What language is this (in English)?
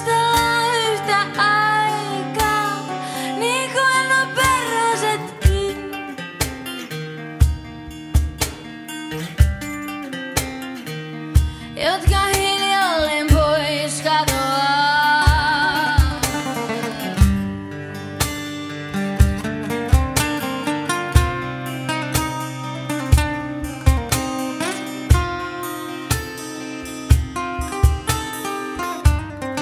Finnish